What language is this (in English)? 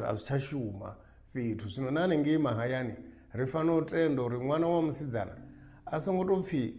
Venda